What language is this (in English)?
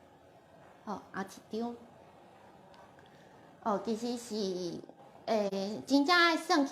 Min Nan Chinese